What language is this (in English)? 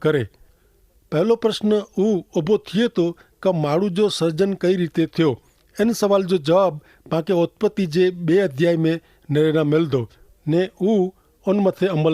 Kachhi